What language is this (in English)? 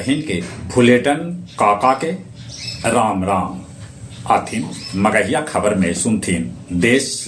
Magahi